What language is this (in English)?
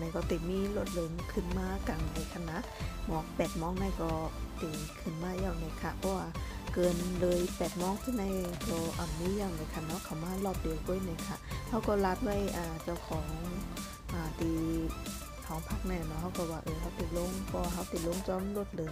Shan